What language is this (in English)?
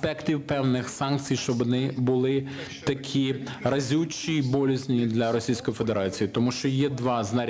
Ukrainian